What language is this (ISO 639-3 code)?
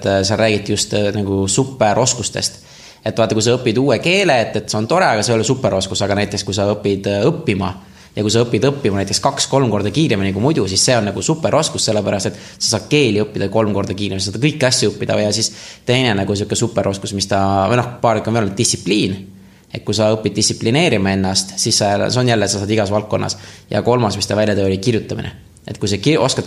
est